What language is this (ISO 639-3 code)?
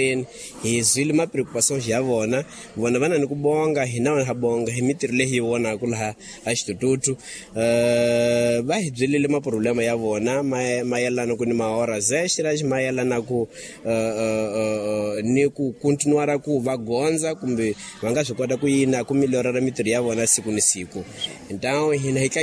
tso